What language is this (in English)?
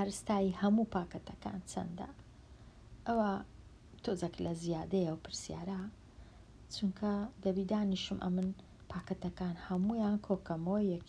Central Kurdish